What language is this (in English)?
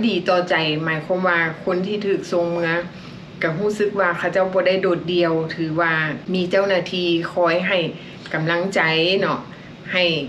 Lao